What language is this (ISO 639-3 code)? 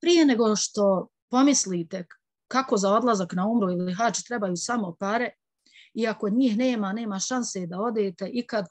bos